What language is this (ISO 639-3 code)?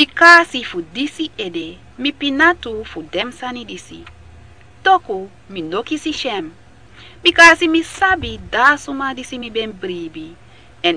srn